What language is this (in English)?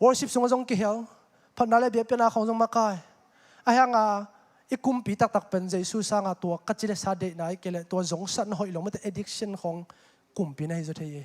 Tedim Chin